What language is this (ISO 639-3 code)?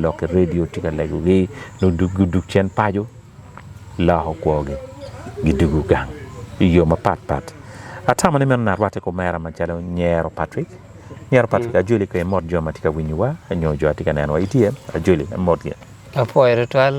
ach